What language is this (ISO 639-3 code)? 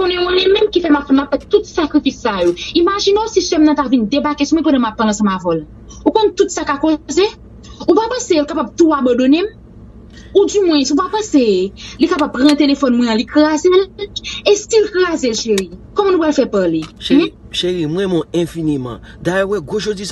hat